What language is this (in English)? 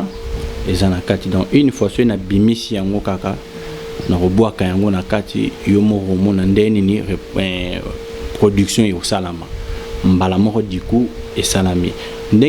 Lingala